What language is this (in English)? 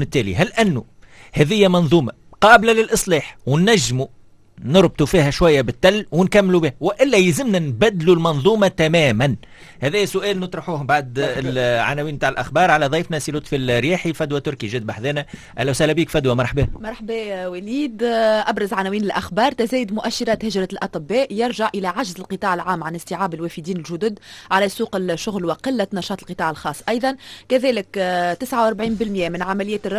Tunisian Arabic